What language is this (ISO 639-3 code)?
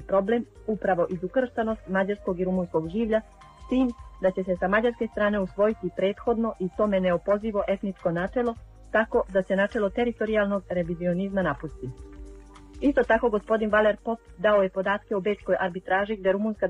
srp